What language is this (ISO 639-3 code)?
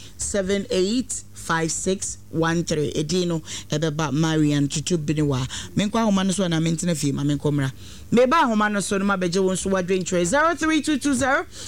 aka